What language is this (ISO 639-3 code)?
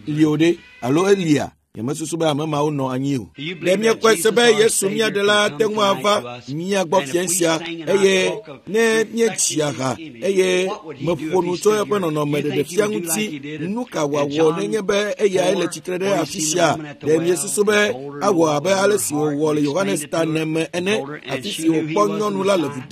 ewe